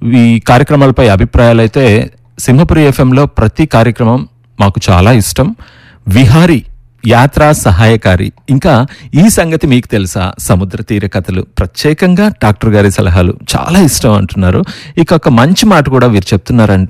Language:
Telugu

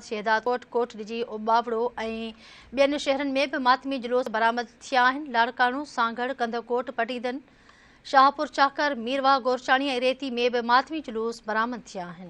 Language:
Sindhi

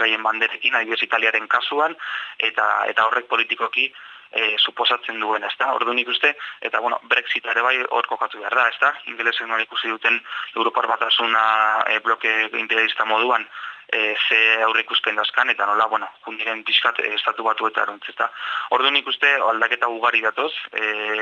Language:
Basque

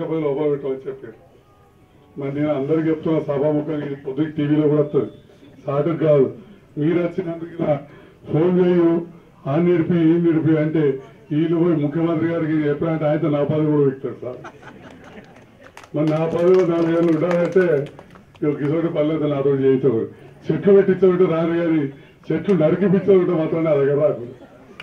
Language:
Telugu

